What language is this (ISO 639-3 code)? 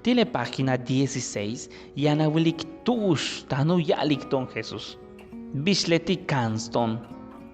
yua